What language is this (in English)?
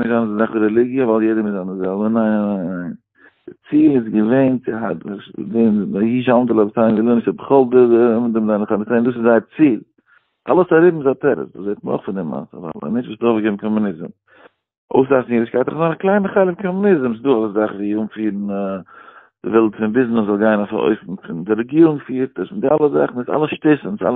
Yiddish